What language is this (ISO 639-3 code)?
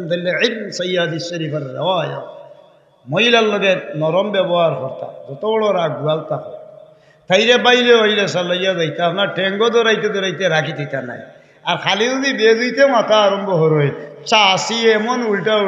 syl